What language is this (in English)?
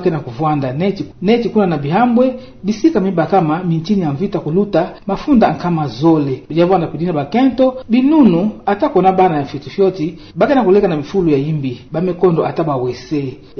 Kituba (Democratic Republic of Congo)